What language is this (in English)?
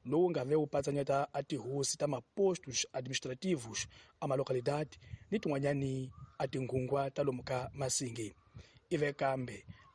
Tsonga